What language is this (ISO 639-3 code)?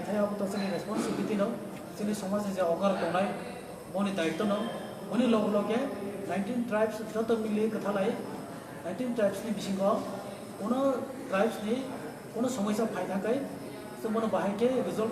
trp